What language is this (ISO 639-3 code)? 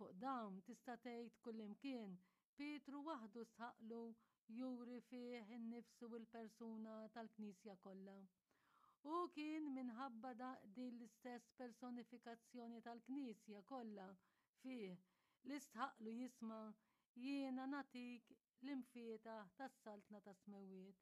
mlt